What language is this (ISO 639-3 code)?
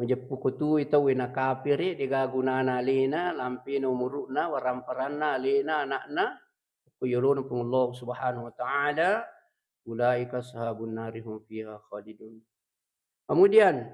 bug